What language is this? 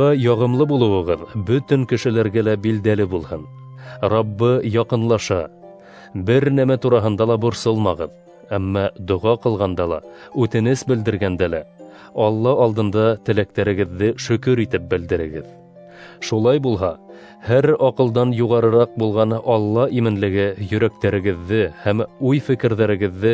Bashkir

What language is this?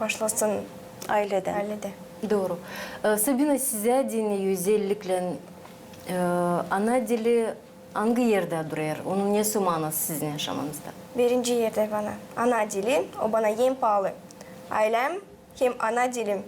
Gagauz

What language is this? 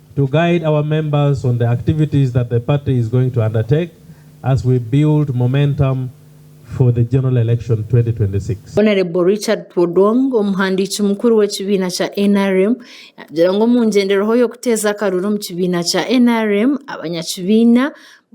Nyankole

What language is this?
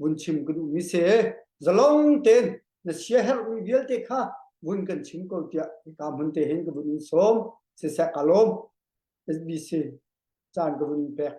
Hakha Chin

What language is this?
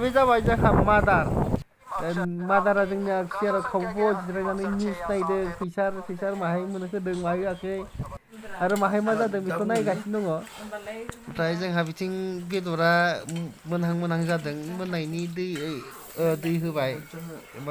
Bodo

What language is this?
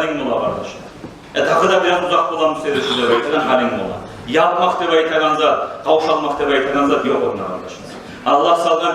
Kumyk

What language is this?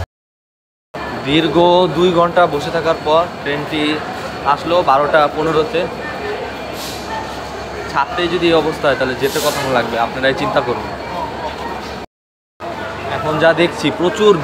Bangla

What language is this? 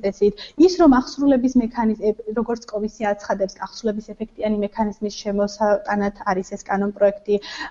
Georgian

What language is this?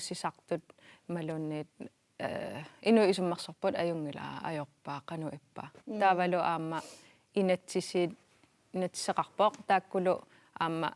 Kalaallisut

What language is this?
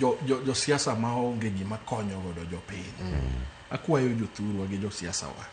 Luo (Kenya and Tanzania)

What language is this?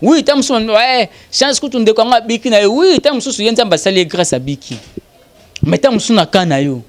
Lingala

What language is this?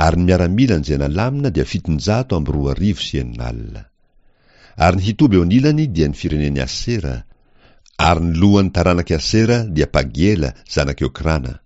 Malagasy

